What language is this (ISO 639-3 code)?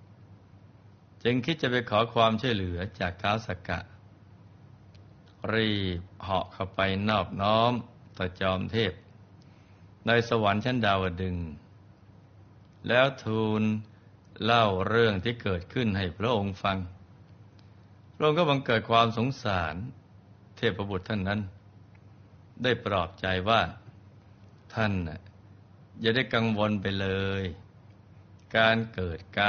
tha